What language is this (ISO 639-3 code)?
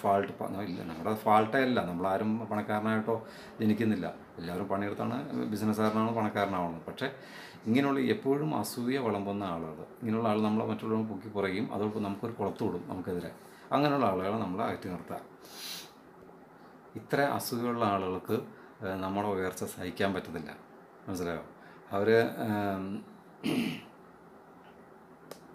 mal